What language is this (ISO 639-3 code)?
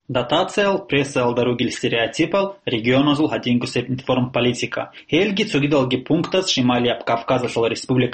ava